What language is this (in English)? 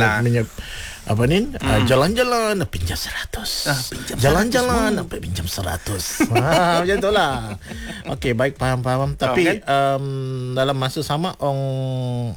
Malay